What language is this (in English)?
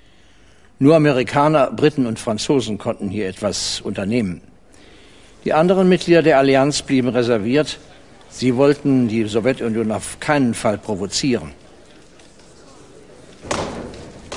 German